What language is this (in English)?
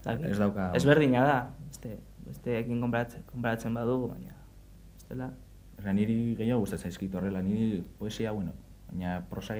Basque